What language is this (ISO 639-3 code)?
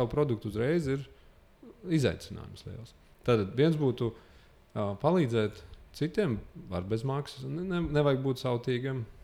lav